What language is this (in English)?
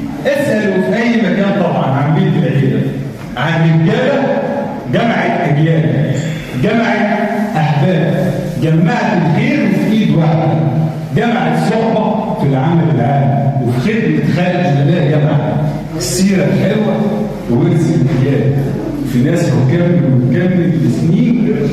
Egyptian Arabic